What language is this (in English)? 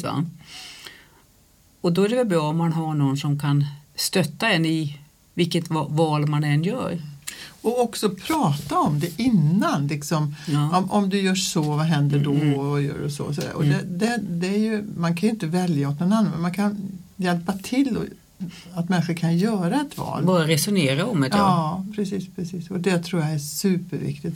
Swedish